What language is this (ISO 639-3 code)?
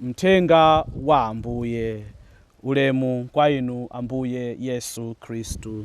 nya